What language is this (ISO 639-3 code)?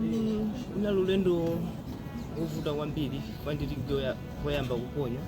nya